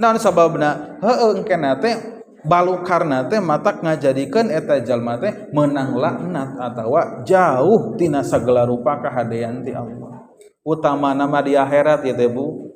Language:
Sundanese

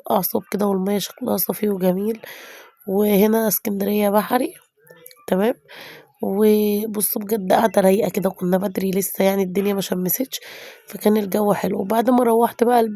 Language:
Egyptian Arabic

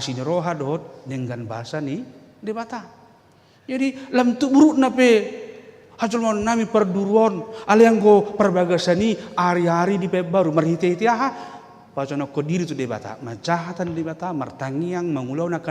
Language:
Batak Toba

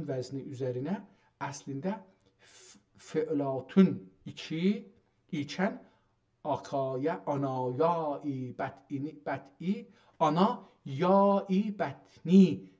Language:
South Azerbaijani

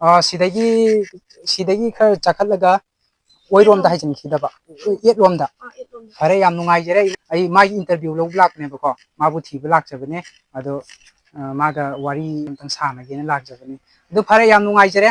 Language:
Manipuri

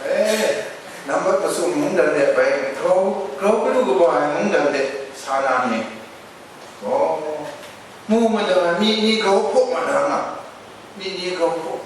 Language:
Kachin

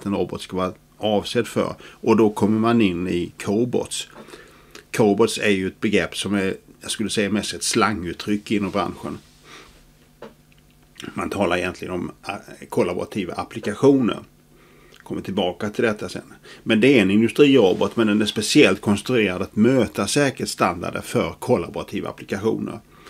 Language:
Swedish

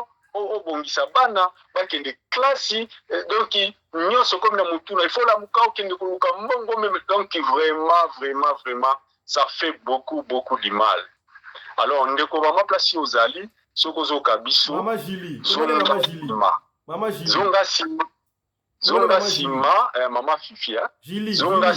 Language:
Lingala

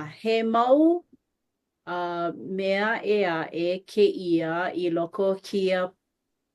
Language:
Hawaiian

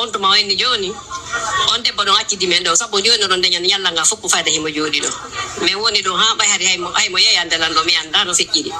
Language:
Pular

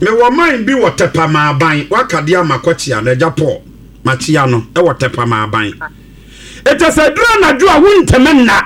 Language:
Akan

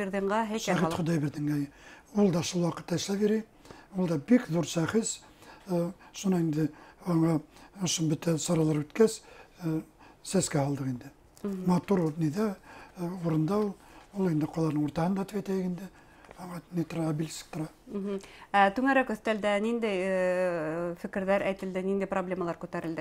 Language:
Bashkir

